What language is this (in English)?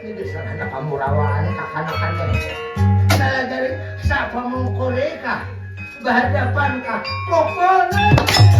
Banjar